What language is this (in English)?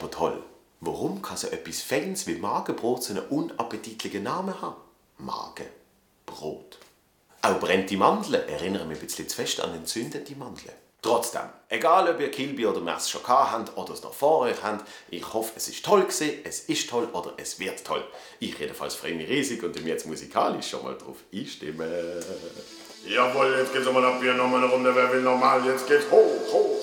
Swiss German